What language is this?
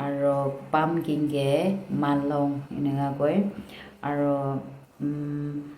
Naga Pidgin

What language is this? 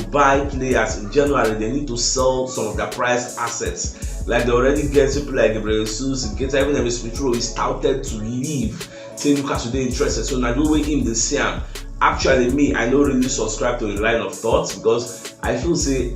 Nigerian Pidgin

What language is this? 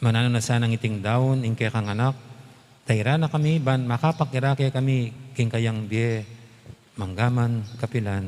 Pampanga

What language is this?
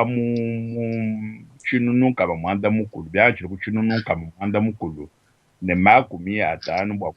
Luba-Lulua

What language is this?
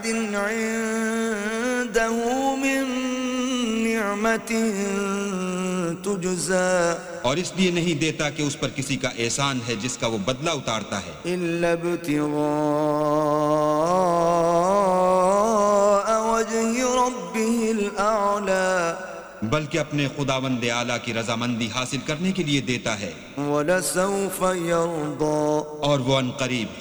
Urdu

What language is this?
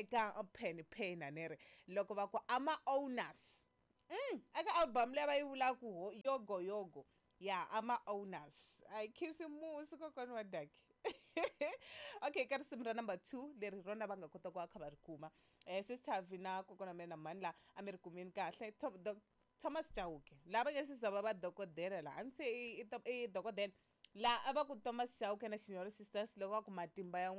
Tsonga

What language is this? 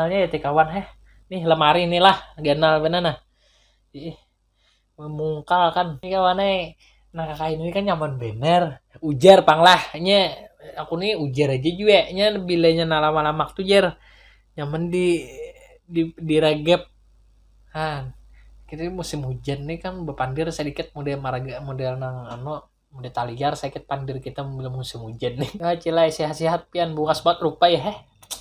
Banjar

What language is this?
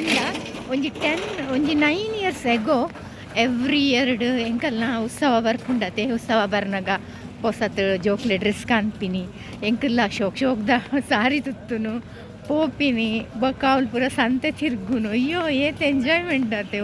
Tulu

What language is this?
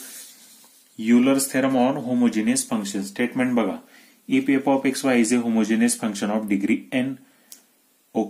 Marathi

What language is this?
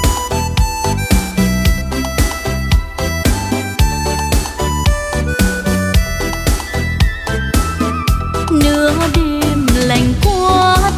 Vietnamese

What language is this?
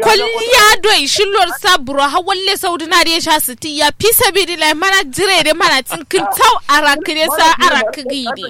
Kanuri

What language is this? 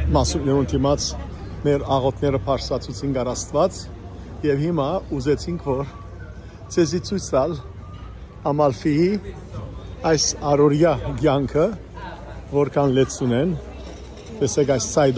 Western Armenian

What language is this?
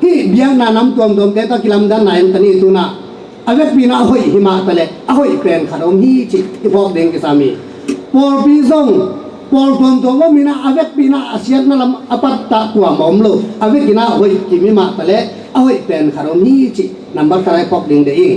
Tedim Chin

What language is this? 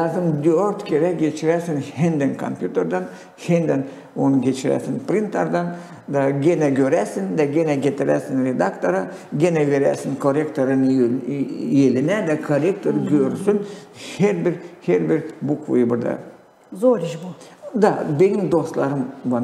Gagauz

